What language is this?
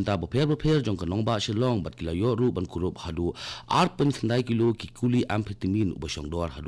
Khasi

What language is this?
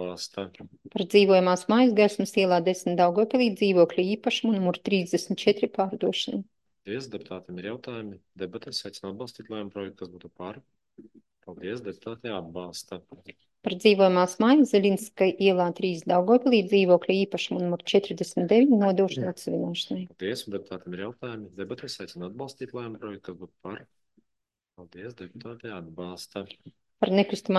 Latvian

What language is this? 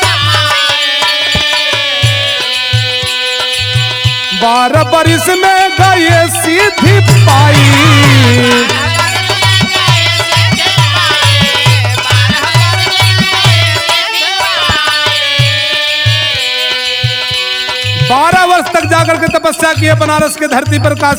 Bhojpuri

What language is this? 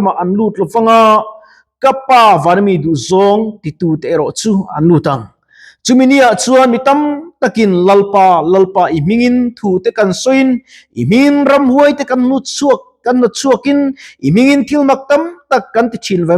Mizo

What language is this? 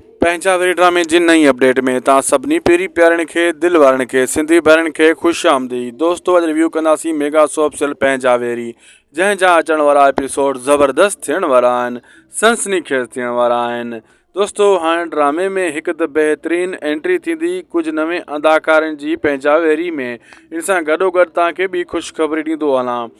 Sindhi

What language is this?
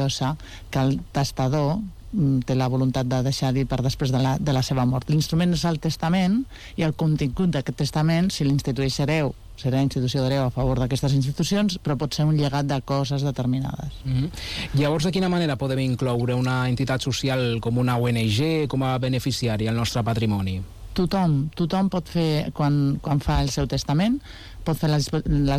Catalan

